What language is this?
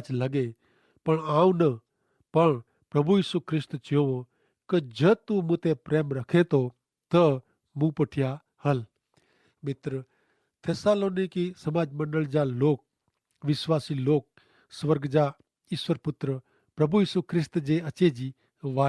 Kachhi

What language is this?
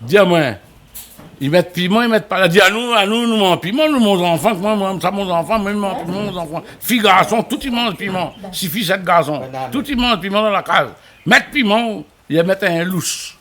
Réunion Creole French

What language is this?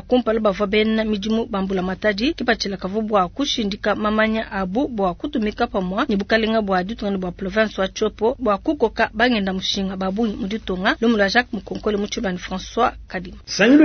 Luba-Lulua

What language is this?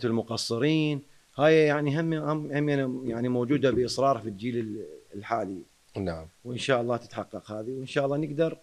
Mesopotamian Arabic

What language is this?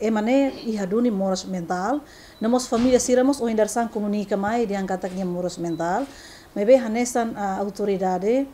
Tetum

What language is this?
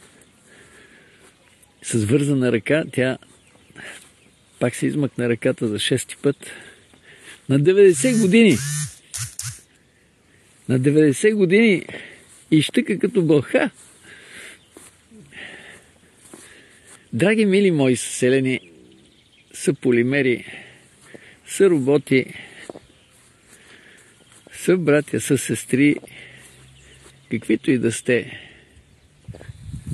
Bulgarian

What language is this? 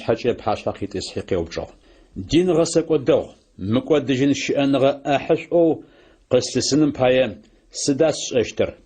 Adyghe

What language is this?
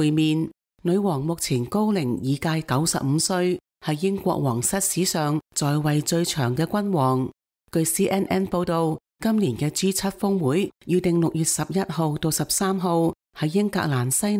Cantonese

